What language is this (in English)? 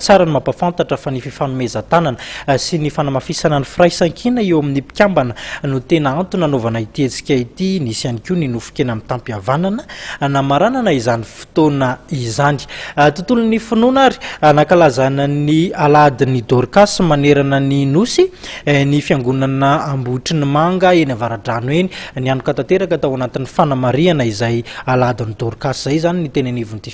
Malagasy